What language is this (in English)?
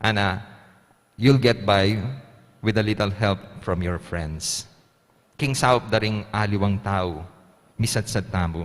Pampanga